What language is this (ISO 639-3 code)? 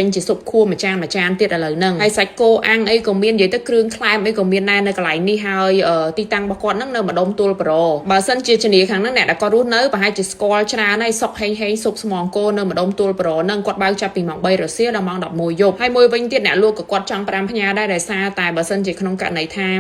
khm